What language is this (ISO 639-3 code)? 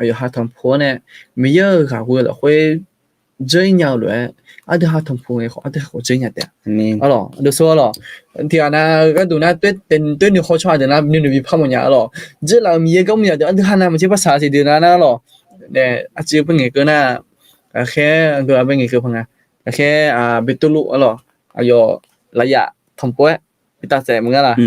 ahk